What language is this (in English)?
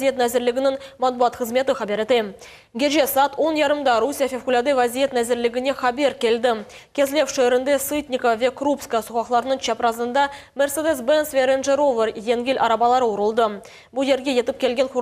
Crimean Tatar